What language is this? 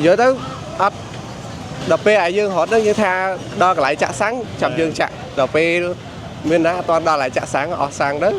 Khmer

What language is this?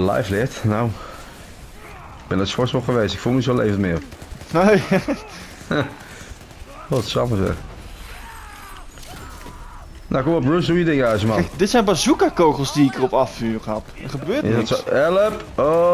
Dutch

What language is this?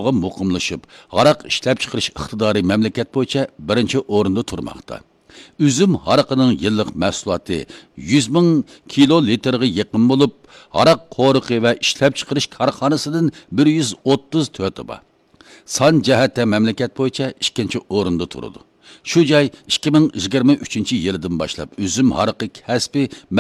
Uyghur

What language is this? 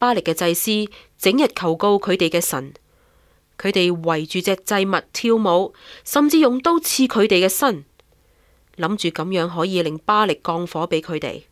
Cantonese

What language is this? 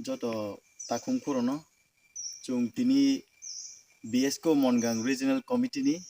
Riang (India)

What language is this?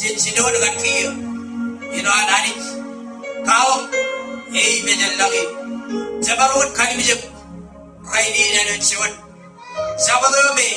Marshallese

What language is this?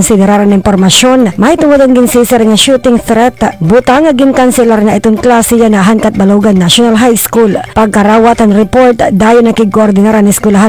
Waray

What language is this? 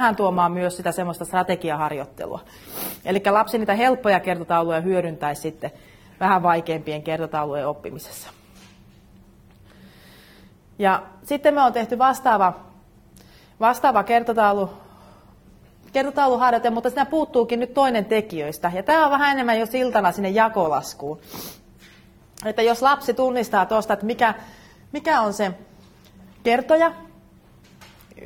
Finnish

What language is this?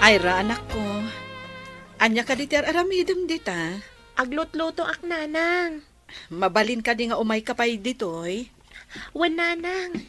Iloko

